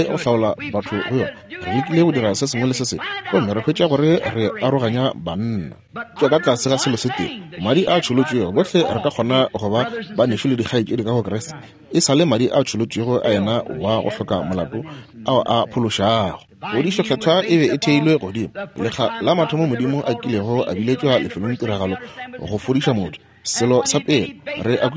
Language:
Northern Sotho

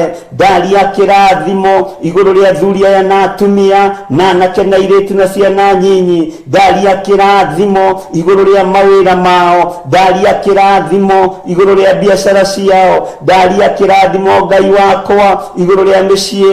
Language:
Kikuyu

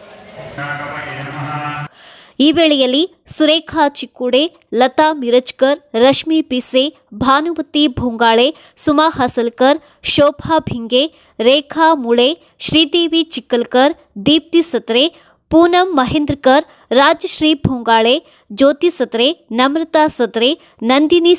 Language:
Kannada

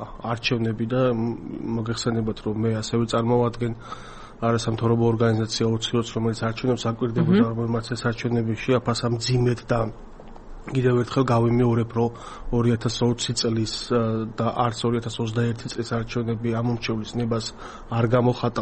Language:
Georgian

